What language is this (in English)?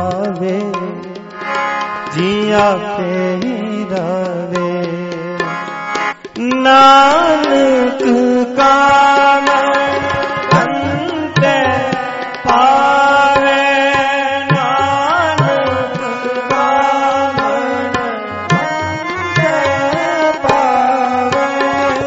Punjabi